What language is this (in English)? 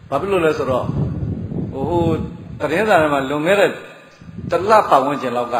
Burmese